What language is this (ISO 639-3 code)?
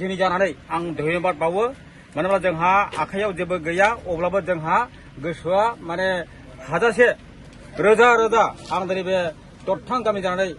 brx